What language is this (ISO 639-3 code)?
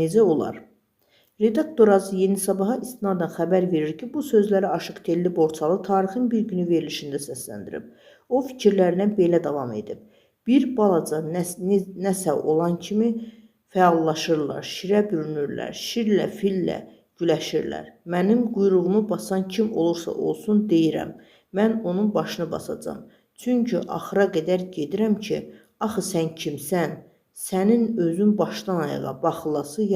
aze